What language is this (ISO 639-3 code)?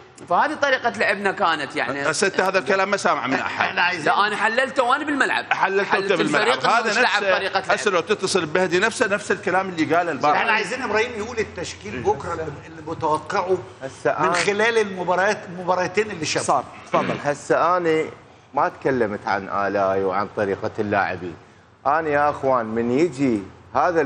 acm